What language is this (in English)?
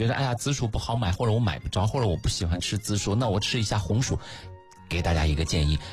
Chinese